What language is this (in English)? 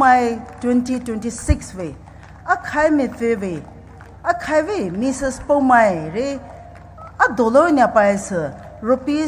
Poumei Naga